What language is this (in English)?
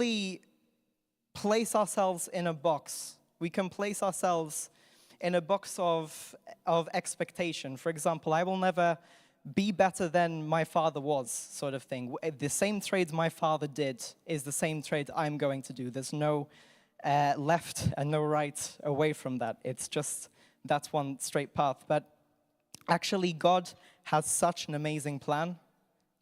English